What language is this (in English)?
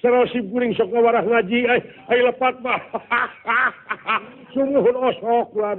Sundanese